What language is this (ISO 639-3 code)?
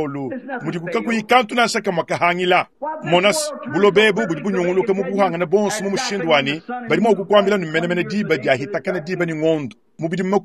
lua